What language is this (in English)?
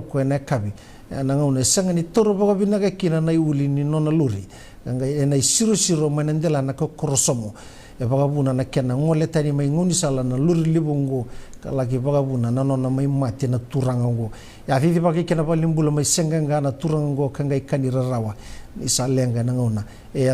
Fijian